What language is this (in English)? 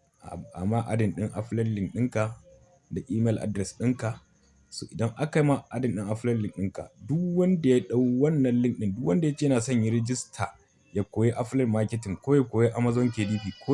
Hausa